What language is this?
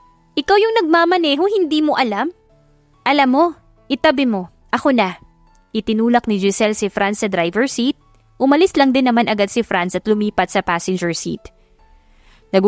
Filipino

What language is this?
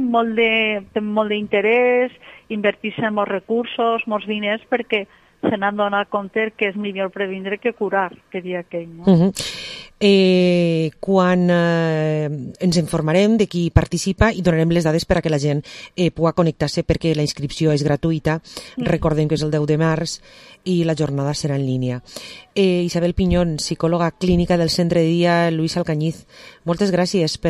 Catalan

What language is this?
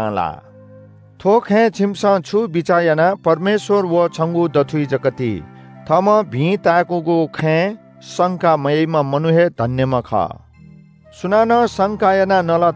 Newari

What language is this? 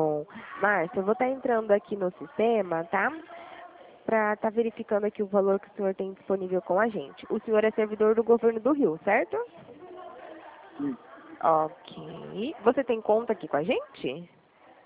Portuguese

